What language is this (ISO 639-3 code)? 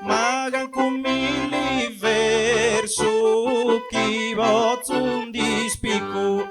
srd